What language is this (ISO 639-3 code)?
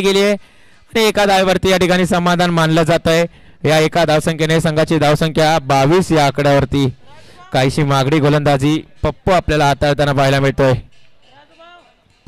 mar